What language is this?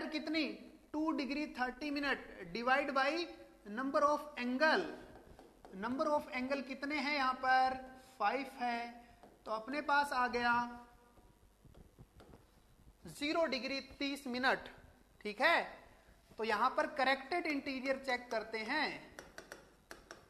Hindi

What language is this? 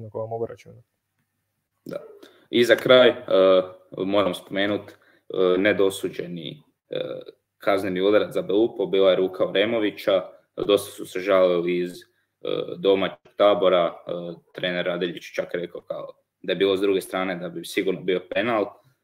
Croatian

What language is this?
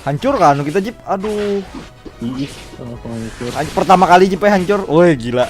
Banjar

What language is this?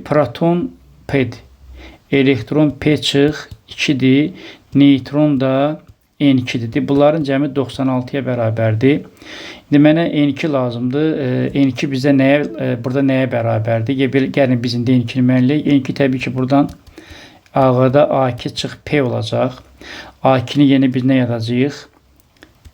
Azerbaijani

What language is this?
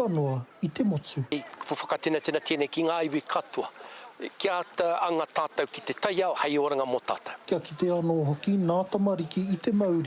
Māori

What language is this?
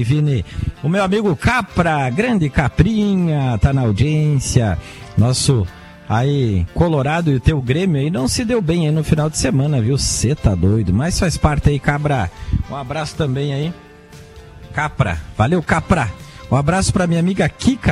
Portuguese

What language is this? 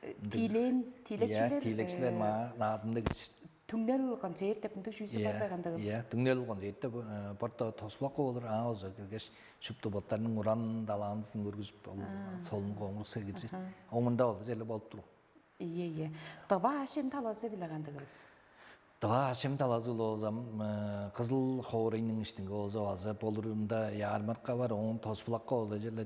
Tuvinian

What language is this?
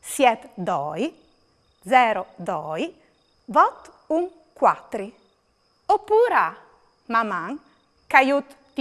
Friulian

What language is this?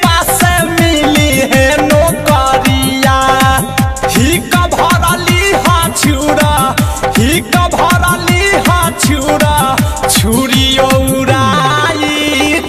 Bhojpuri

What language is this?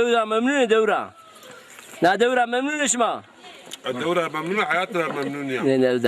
Zaza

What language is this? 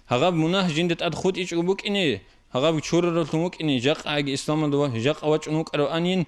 Avaric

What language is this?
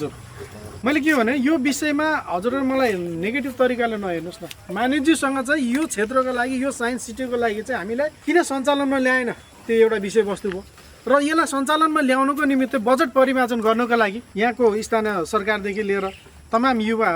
Nepali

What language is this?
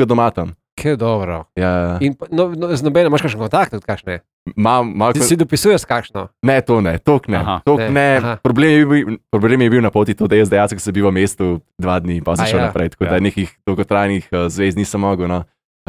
Slovenian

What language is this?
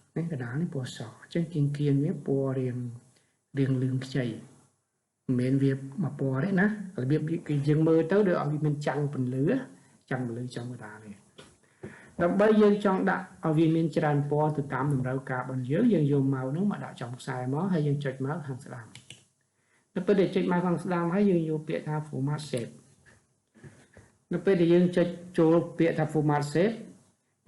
Khmer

